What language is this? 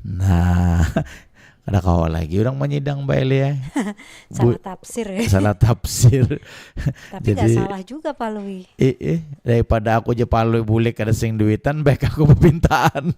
Banjar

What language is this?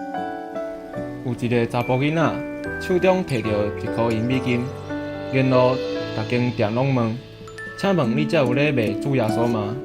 Min Nan Chinese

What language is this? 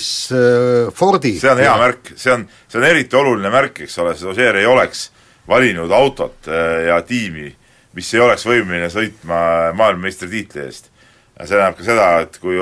Estonian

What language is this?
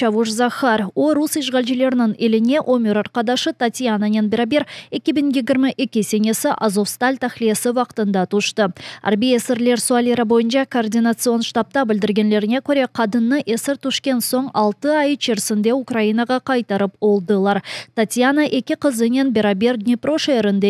Crimean Tatar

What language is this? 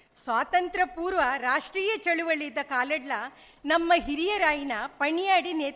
Tulu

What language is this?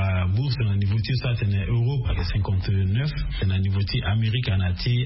Sango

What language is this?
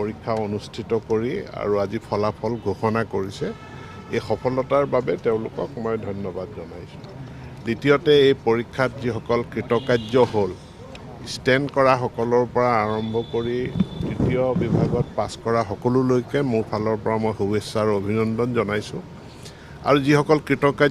Assamese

